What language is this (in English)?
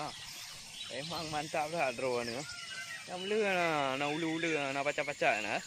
Achinese